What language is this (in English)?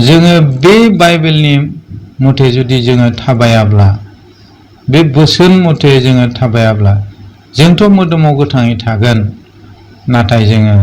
Bodo